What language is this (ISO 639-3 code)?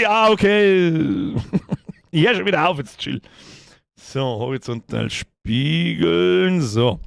bar